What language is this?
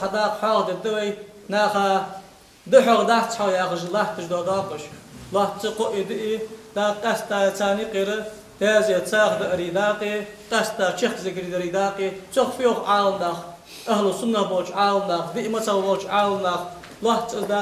Ingush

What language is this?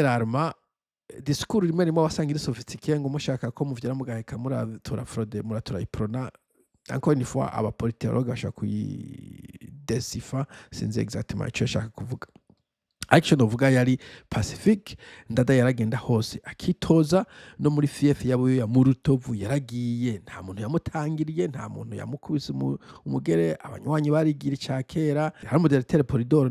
Rundi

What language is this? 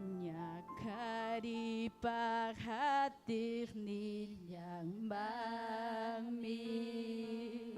Ayacucho Quechua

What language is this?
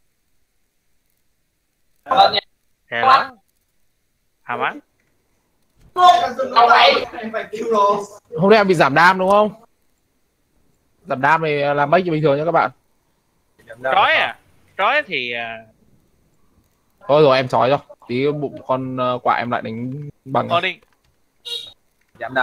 Vietnamese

